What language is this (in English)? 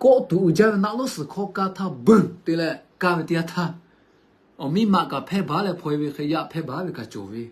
Lahu